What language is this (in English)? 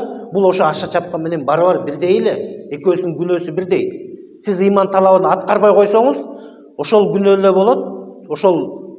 Kyrgyz